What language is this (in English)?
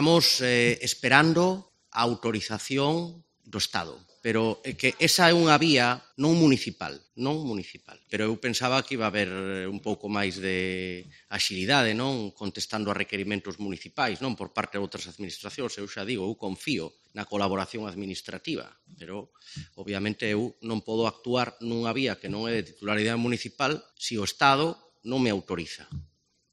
Galician